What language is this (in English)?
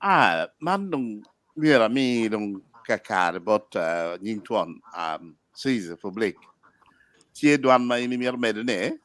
Acoli